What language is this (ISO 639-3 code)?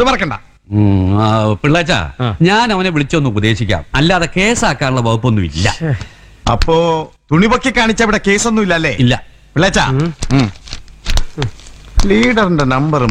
mal